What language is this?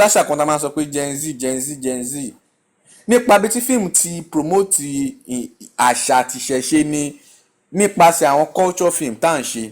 Yoruba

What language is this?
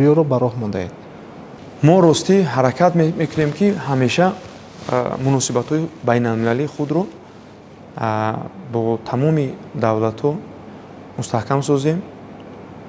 Tajik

